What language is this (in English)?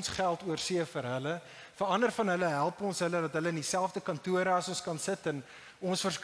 Afrikaans